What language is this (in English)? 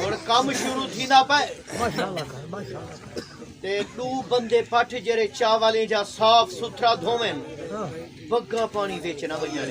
Saraiki